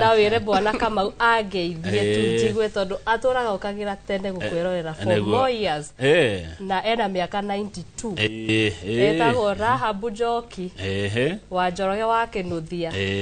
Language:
Kikuyu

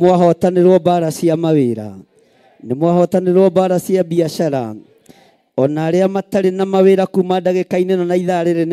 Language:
Kikuyu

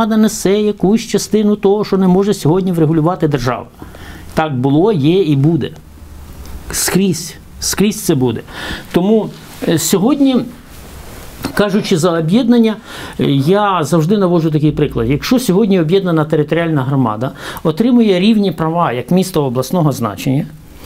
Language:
Ukrainian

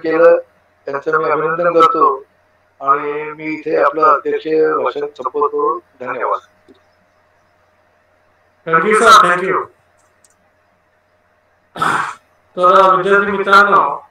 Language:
Marathi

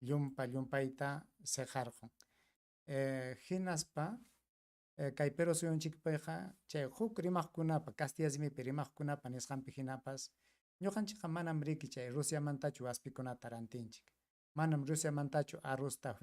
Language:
Ayacucho Quechua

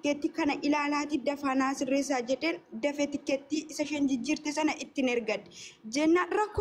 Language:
Oromo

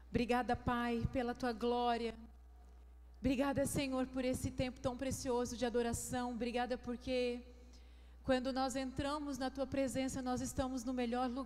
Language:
Portuguese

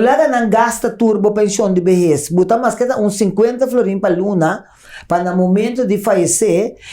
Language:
Papiamento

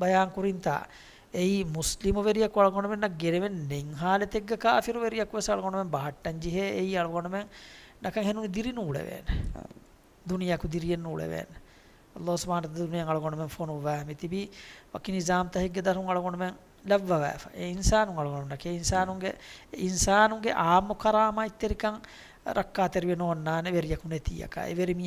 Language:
Divehi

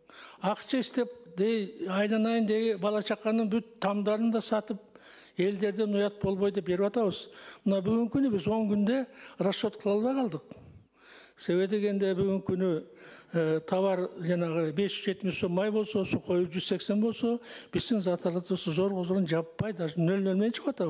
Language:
Kyrgyz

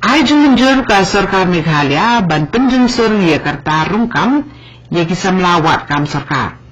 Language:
Khasi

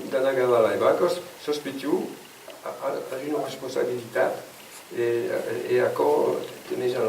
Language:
Occitan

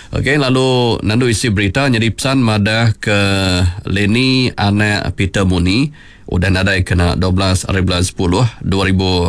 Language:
Iban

